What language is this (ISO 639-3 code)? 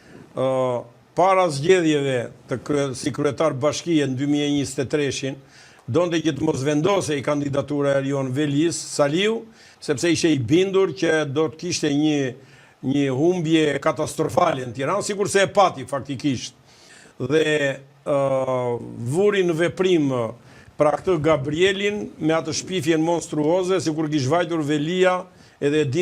sqi